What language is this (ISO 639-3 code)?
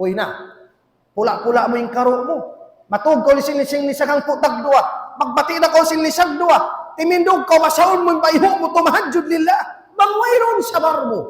tsg